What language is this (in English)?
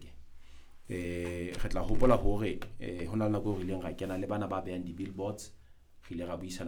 Southern Sotho